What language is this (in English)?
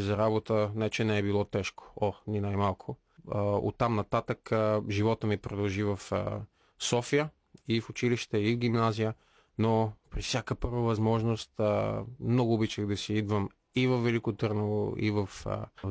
Bulgarian